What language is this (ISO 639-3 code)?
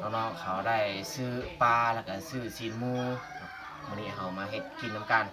lao